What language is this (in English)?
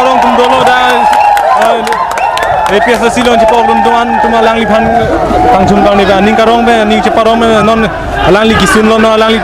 Karbi